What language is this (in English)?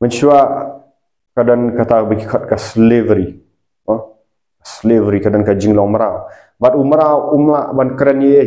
Khasi